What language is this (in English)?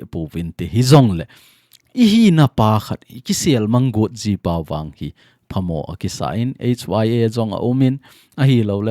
Thado Chin